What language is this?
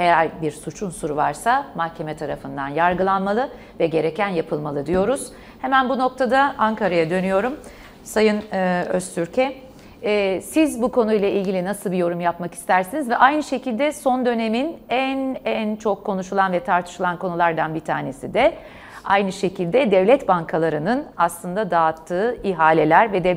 Turkish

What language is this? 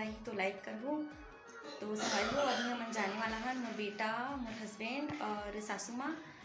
Chhattisgarhi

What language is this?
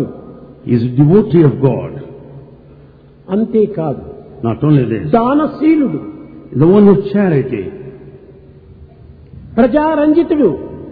Telugu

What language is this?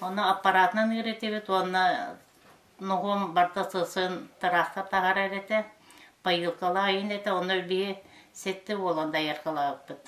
Yakut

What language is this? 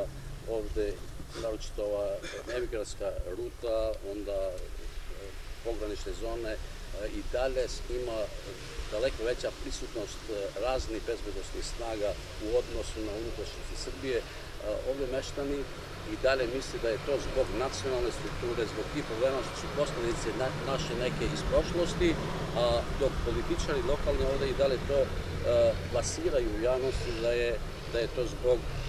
Serbian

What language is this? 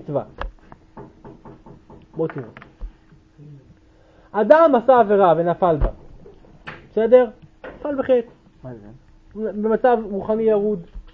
Hebrew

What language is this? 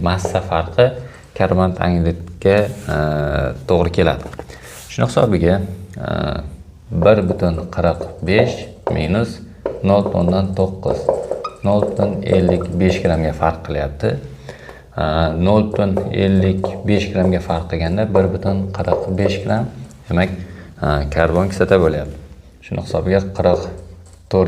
Uzbek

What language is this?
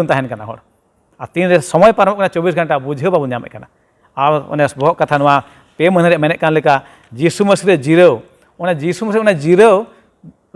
Santali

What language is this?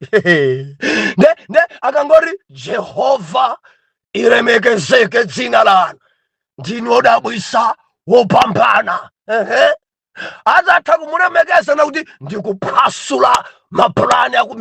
Nyanja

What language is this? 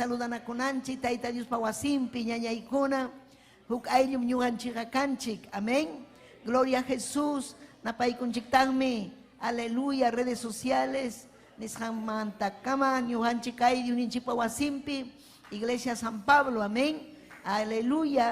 Ayacucho Quechua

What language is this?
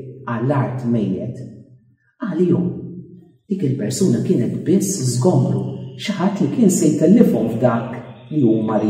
Maltese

